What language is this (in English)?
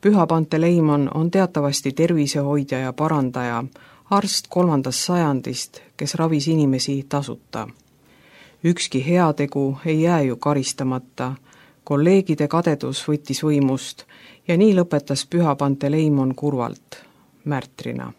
Estonian